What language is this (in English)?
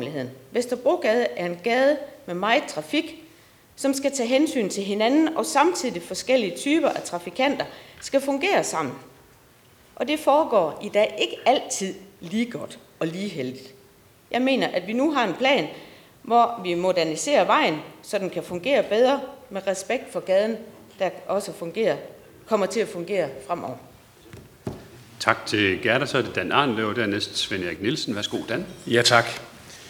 Danish